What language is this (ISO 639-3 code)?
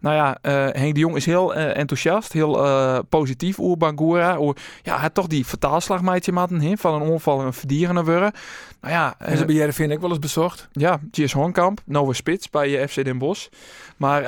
fry